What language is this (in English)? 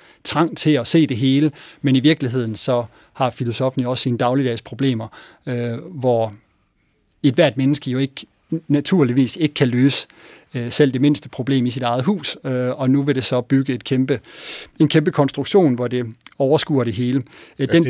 Danish